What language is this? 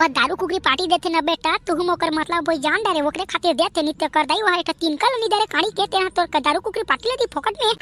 Chhattisgarhi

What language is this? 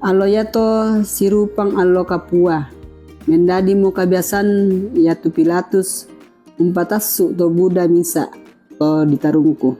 Toraja-Sa'dan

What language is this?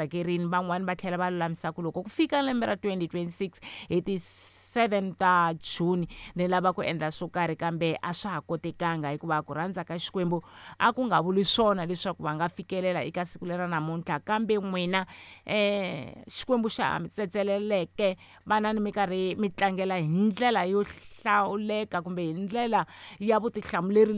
Tsonga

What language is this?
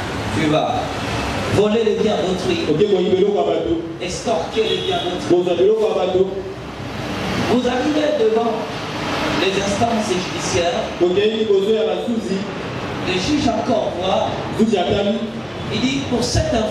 French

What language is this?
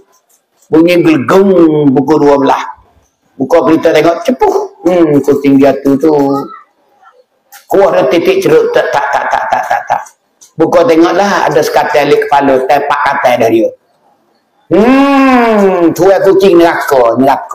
Malay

